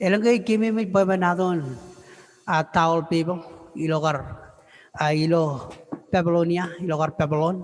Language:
Marshallese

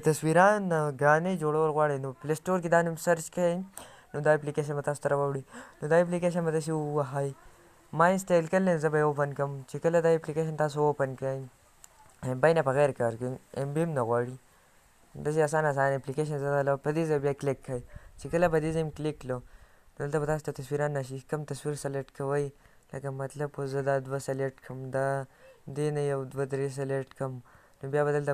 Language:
Pashto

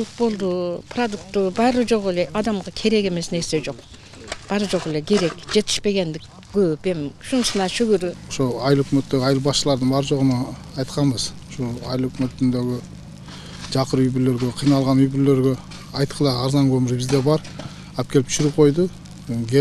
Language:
Kyrgyz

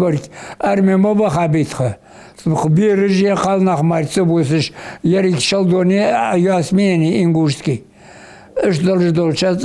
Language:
Ingush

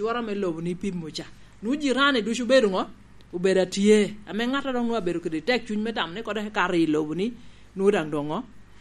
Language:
Lango (Uganda)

